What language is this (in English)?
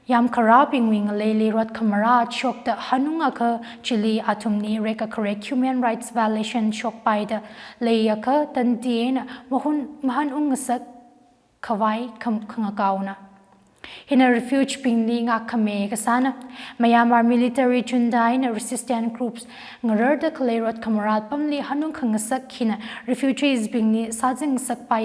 Tangkhul Naga (India)